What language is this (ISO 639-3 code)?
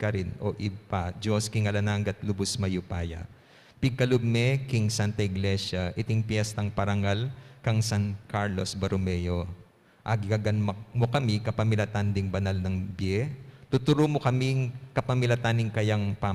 pam